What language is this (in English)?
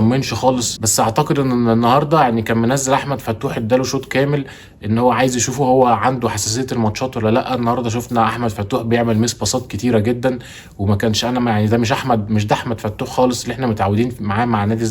Egyptian Arabic